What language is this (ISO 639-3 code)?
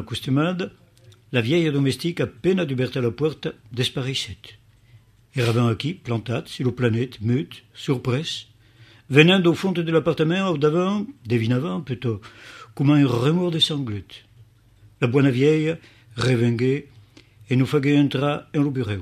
oci